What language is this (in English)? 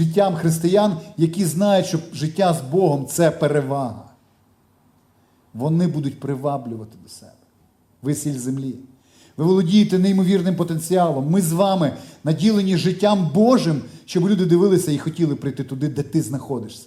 Ukrainian